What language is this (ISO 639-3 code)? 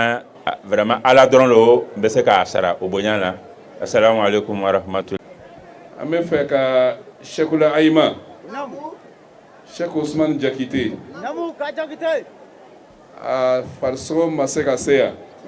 bam